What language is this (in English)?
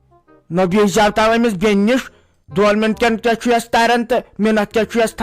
Kashmiri